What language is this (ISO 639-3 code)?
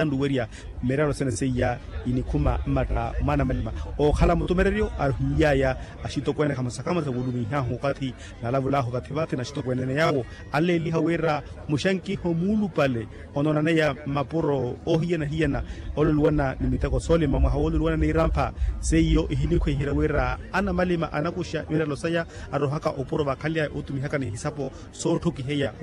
vmw